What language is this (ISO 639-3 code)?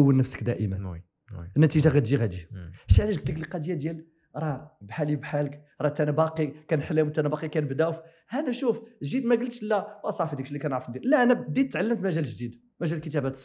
ary